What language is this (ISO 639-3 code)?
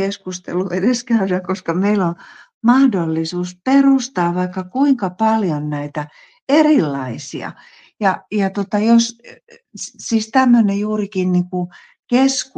fin